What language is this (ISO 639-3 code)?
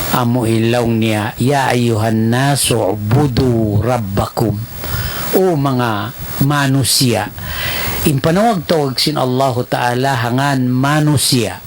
tsg